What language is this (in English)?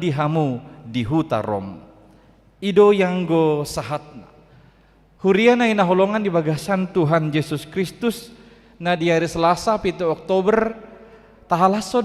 Batak Toba